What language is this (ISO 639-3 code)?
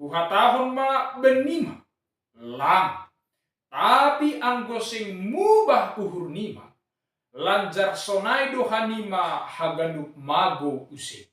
bts